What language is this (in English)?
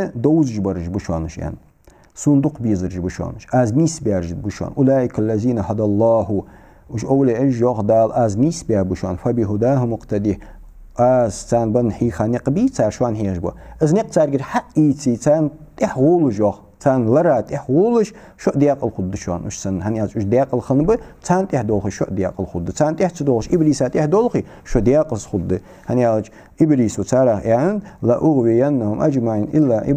Ingush